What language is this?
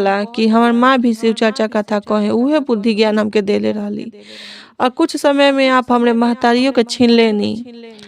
Bhojpuri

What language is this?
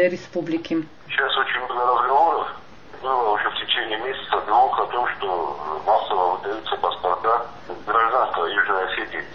Russian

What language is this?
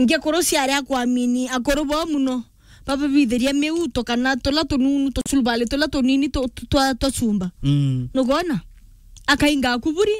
Meru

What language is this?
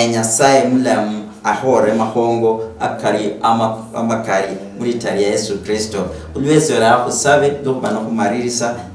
Luyia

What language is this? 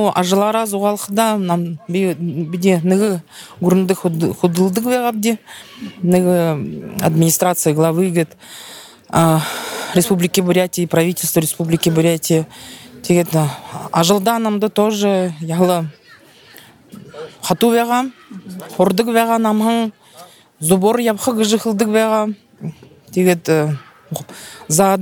Buriat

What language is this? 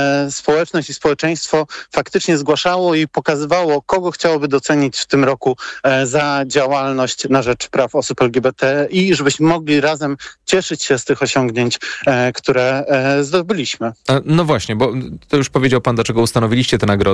Polish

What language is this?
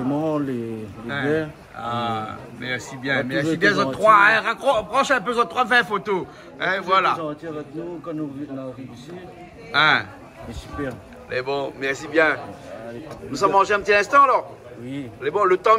Réunion Creole French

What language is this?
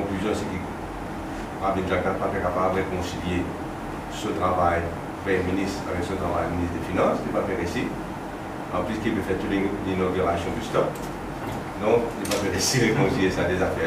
Morisyen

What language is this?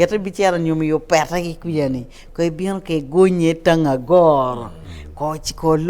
Acoli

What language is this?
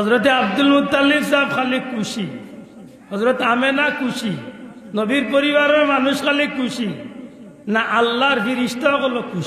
Sylheti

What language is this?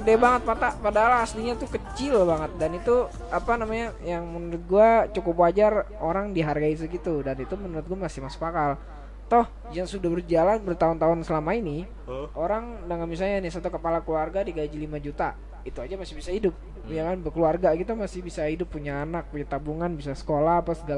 Indonesian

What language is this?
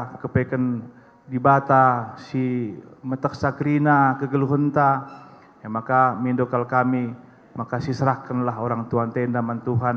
Batak Karo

